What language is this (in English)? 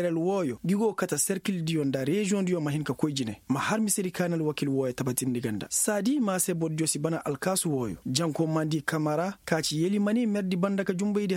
Koyraboro Senni